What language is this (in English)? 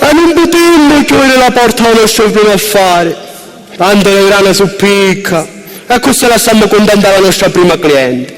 Sicilian